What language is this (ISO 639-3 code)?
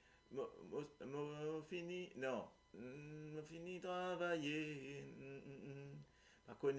mfe